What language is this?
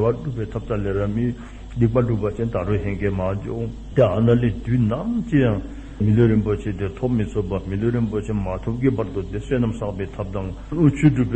Dzongkha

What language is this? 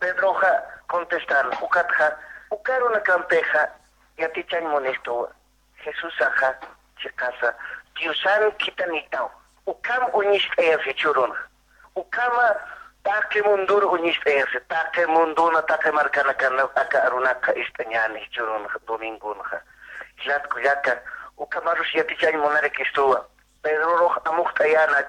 Aymara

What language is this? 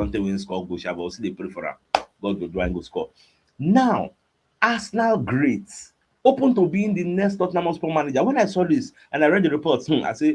Nigerian Pidgin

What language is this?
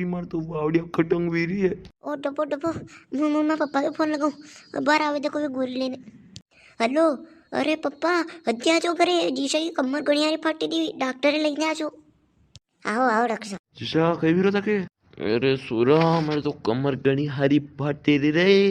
Rajasthani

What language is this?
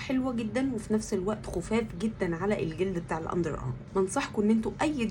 Egyptian Arabic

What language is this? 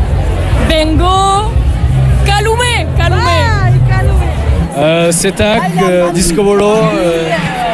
Basque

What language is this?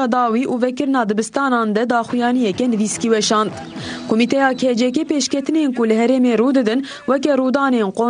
Kurdish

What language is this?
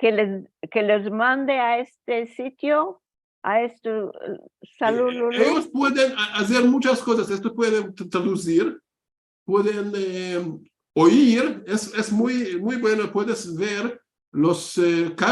Ladino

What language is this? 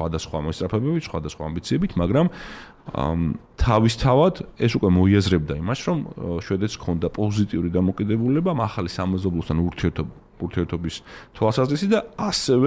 Georgian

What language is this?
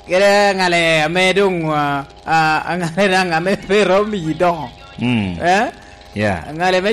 Lango (Uganda)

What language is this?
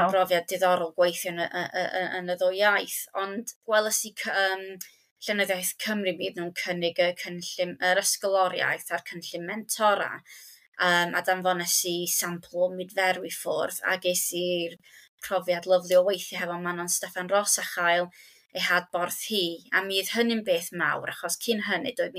Welsh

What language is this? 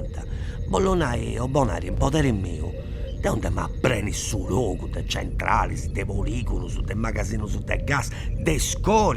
Sardinian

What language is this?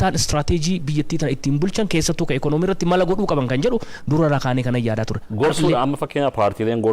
Oromo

